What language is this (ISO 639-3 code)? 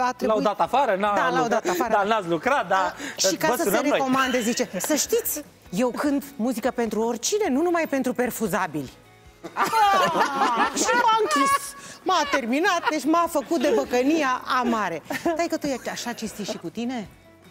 ron